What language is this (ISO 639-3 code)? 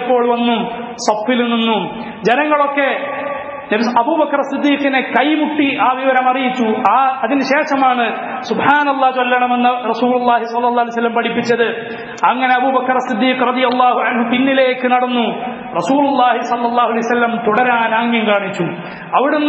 mal